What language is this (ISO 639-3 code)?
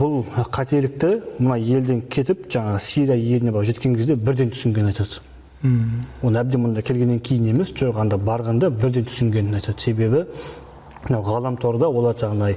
kaz